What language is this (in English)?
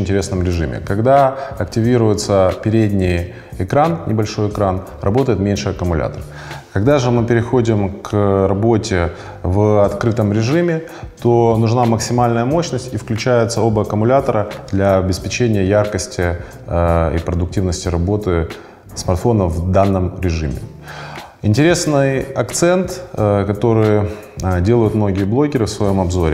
Russian